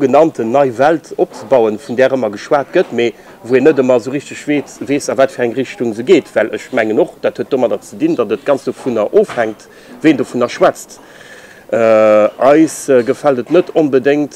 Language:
Luxembourgish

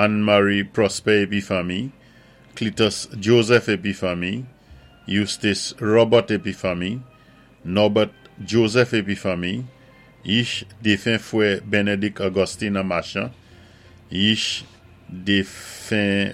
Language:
Saint Lucian Creole French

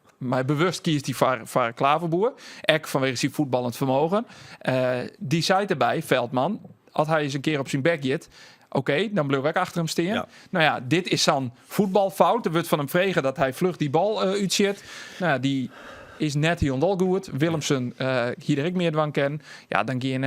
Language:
Western Frisian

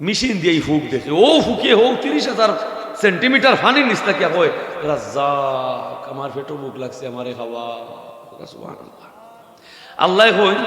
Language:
Sylheti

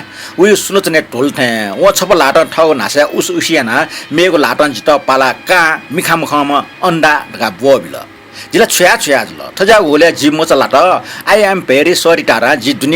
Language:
Newari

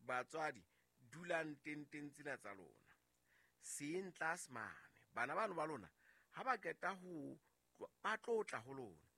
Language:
Southern Sotho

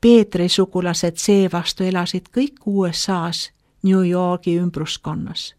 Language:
Estonian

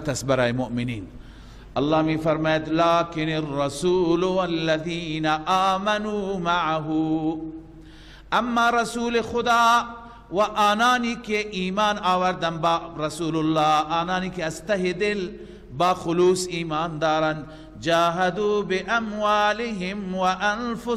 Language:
Persian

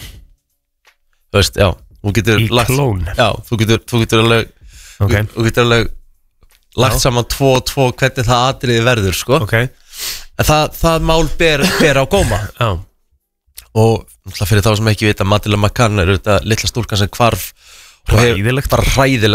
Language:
Icelandic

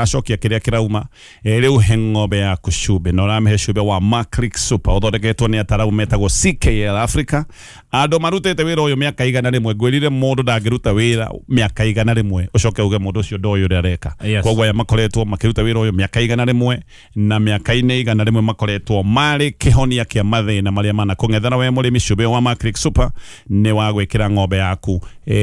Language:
Kikuyu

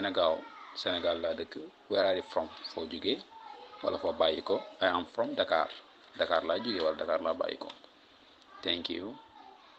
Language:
Wolof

